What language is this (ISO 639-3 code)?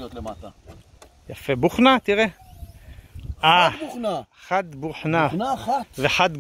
heb